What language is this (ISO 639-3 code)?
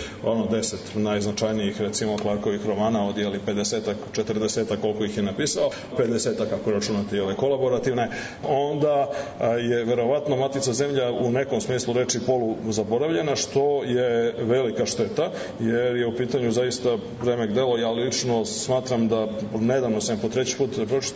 srp